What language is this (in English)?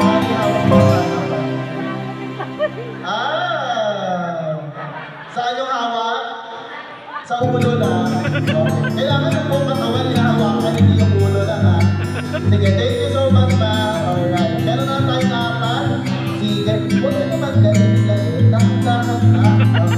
Filipino